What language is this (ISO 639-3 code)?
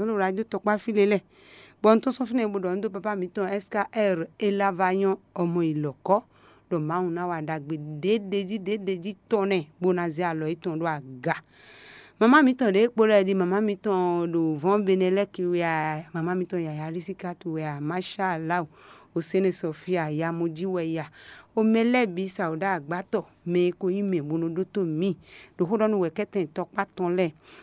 fon